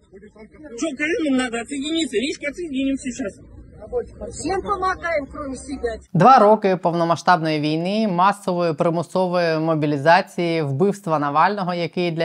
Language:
Ukrainian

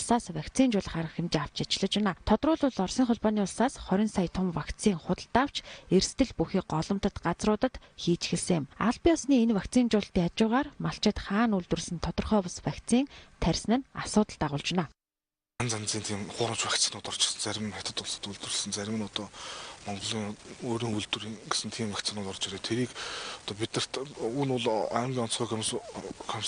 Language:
Mongolian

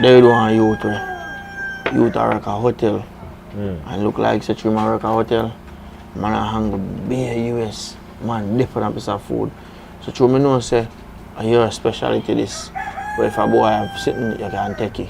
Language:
Jamaican Creole English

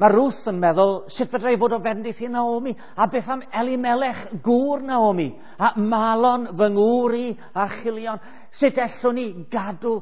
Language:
Welsh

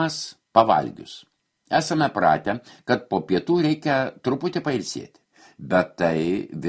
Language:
Lithuanian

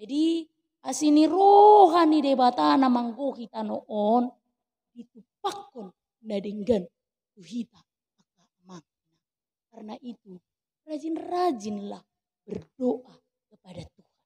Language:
Batak Toba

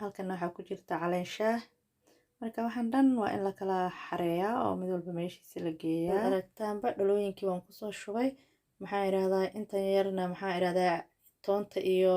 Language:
Somali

